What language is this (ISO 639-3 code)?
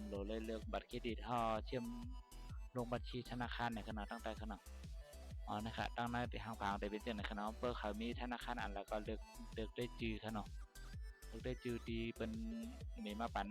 shn